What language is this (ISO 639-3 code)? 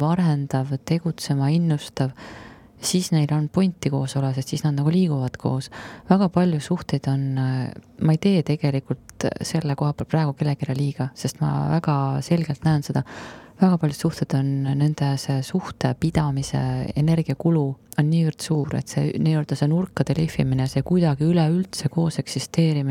est